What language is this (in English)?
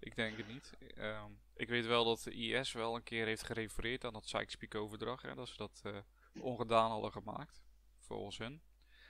Dutch